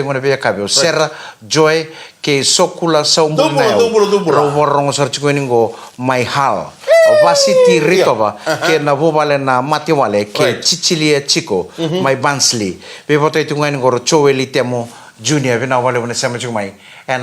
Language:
Fijian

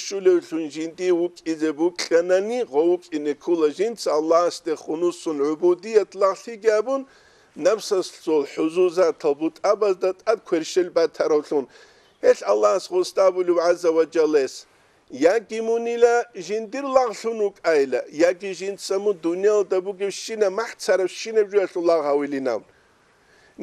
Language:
Avaric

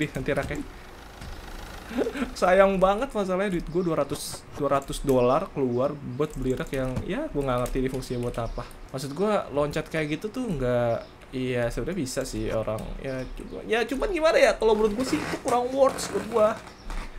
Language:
Indonesian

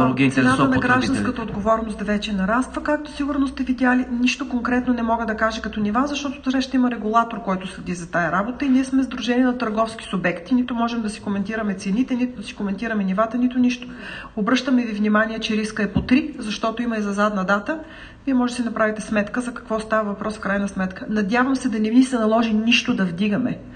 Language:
Bulgarian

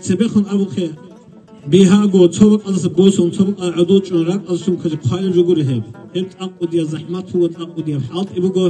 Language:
Avaric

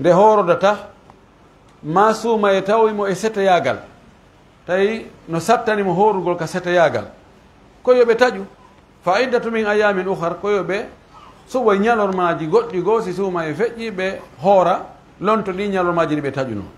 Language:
Pular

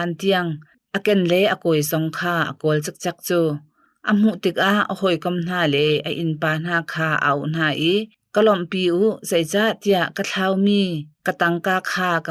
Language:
Hakha Chin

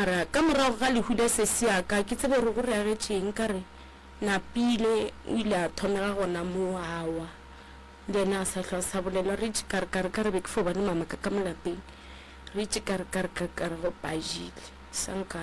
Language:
Northern Sotho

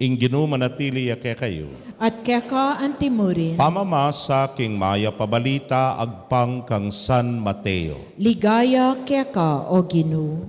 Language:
Pampanga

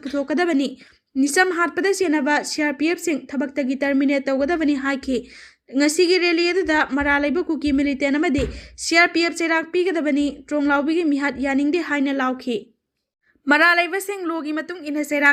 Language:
Manipuri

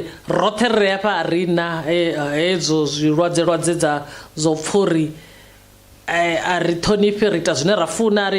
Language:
Venda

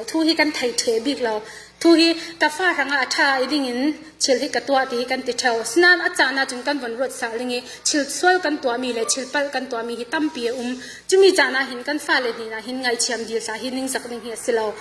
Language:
Falam Chin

